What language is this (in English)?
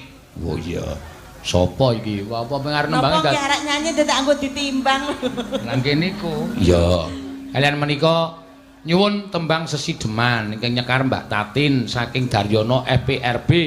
Javanese